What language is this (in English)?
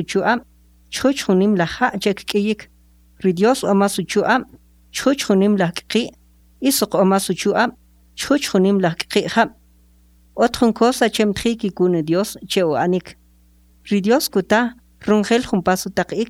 Kʼicheʼ